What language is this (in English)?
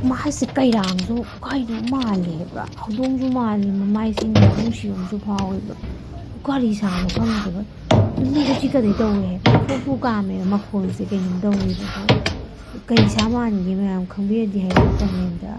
Manipuri